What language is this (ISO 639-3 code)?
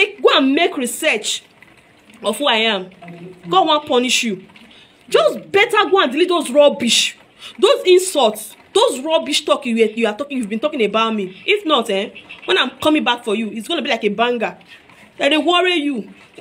pcm